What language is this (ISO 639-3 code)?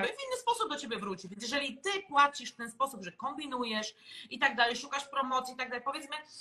pol